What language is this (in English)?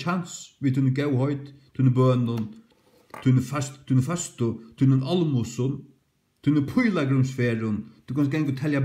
Faroese